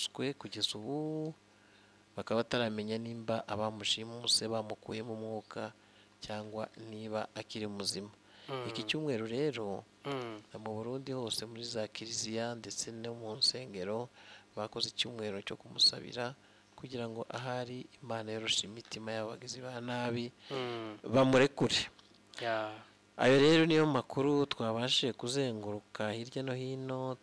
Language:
Kinyarwanda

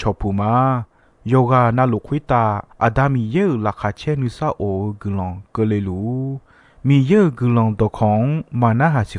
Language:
Akha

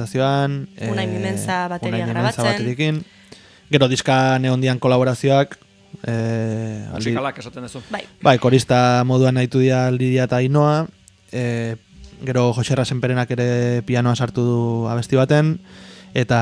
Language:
Basque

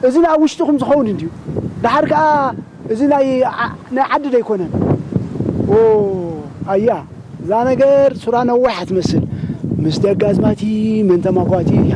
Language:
Tigrinya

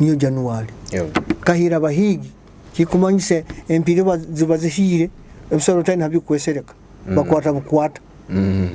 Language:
Nyoro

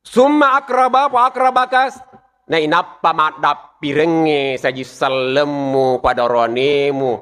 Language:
Buginese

